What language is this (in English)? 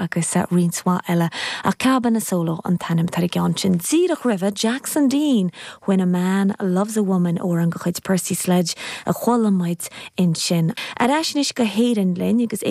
Irish